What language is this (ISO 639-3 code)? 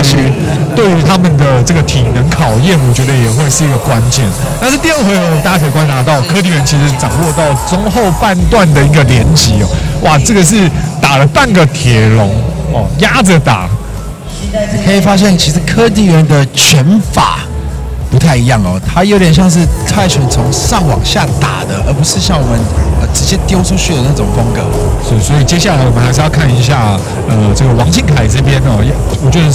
zho